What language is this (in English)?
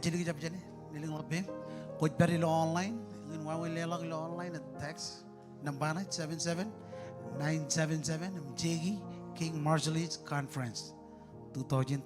Marshallese